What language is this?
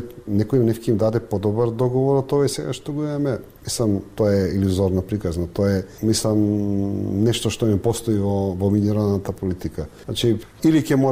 Macedonian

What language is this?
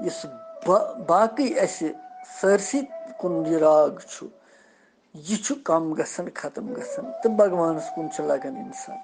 Kashmiri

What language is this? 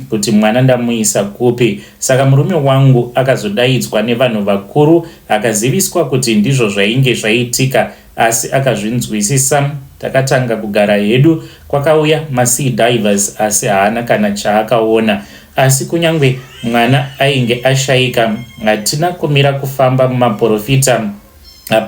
Shona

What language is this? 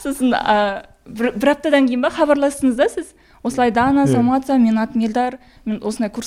Kazakh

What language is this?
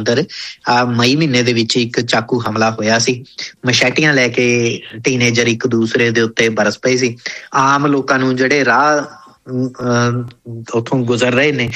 Punjabi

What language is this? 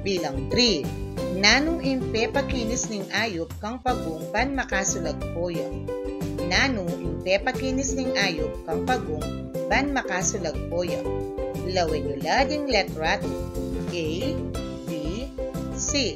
Pampanga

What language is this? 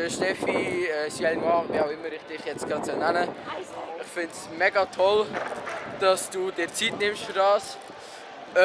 Swiss German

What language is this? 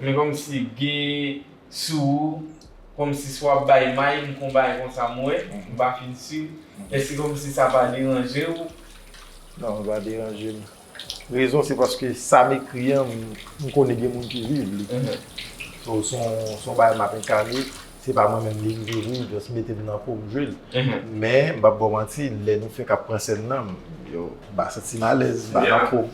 Haitian Creole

